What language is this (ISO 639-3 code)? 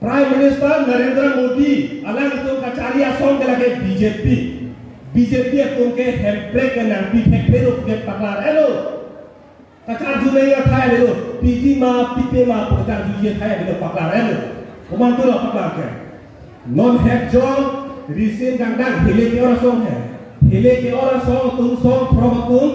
mjw